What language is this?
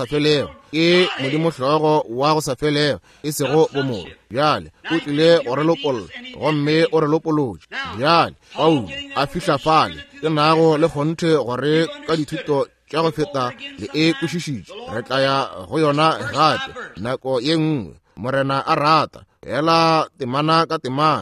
Northern Sotho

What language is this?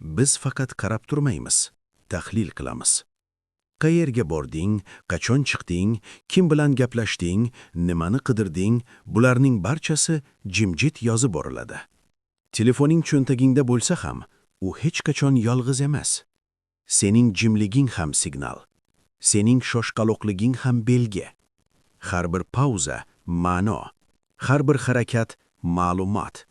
Uzbek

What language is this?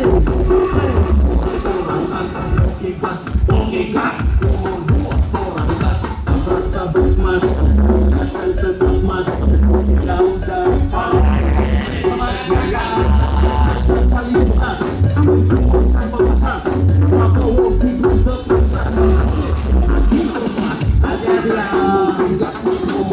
Indonesian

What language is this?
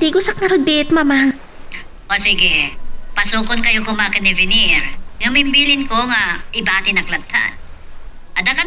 Iloko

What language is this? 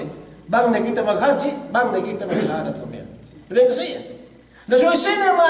Yakan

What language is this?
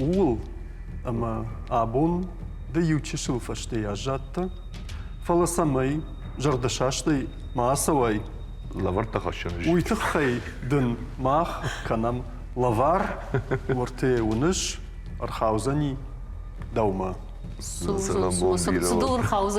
Ossetic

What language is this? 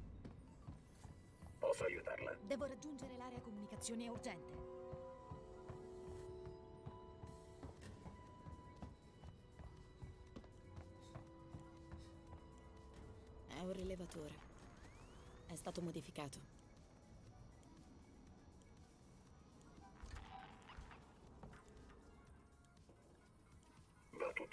Italian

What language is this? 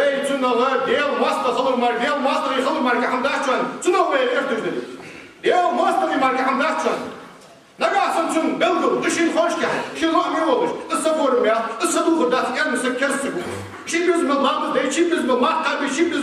Ingush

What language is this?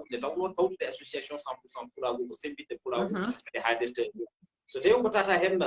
Fula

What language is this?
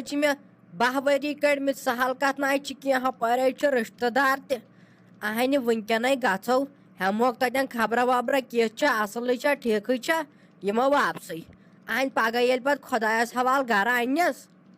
Kashmiri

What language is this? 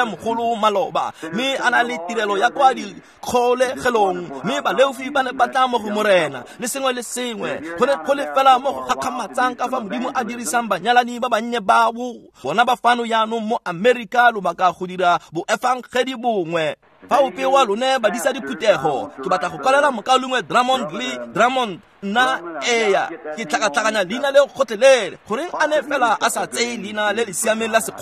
Tswana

